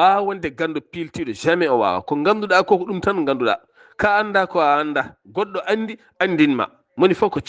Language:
Fula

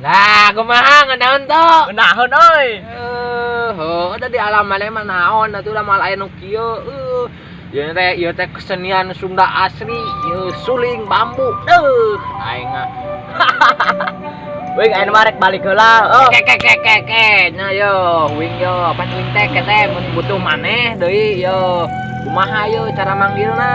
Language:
Sundanese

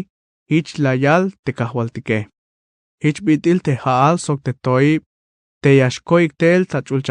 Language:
Tzeltal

